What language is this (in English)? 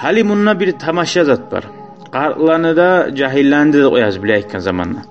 Kumyk